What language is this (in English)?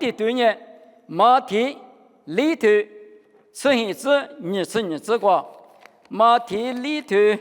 Lisu